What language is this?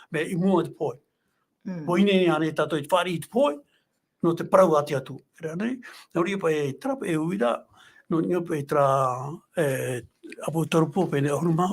Tahitian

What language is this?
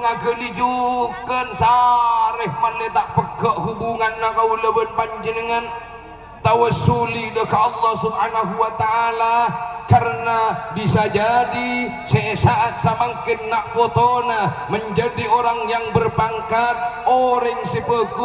Madurese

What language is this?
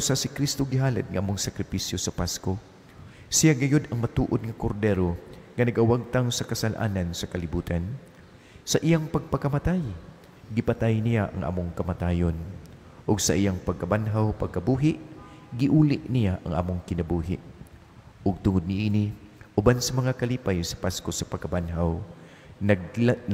Cebuano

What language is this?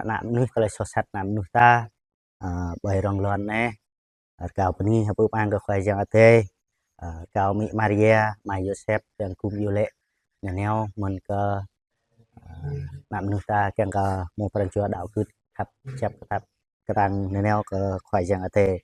Jarai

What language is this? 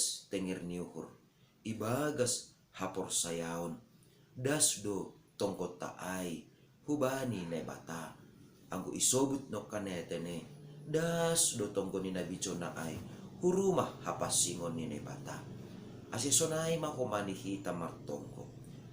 Batak Simalungun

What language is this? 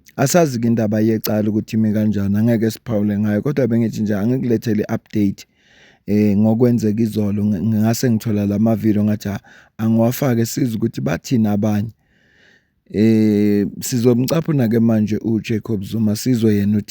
Zulu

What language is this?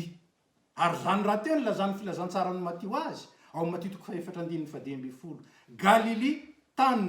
Malagasy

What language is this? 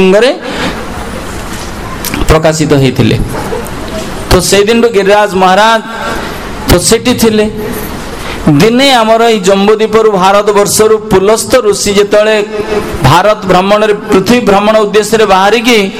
Odia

